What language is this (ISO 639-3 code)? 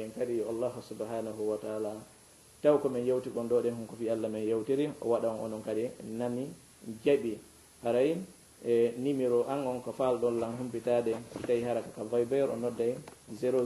ful